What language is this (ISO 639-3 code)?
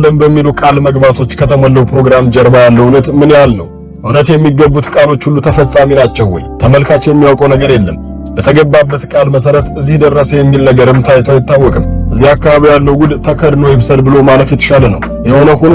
amh